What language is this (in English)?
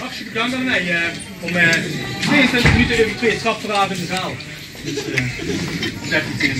Limburgish